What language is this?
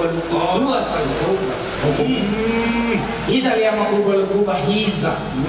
Nias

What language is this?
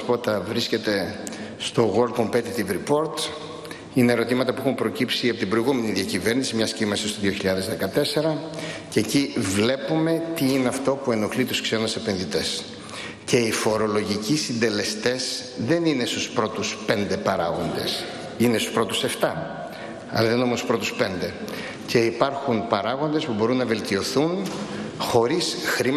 Greek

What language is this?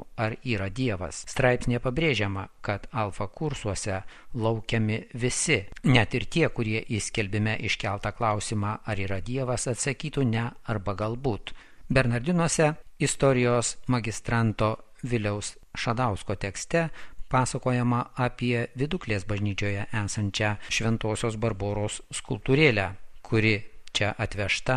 Lithuanian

